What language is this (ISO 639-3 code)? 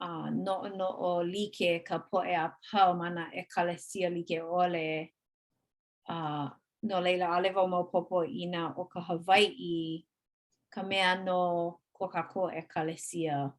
haw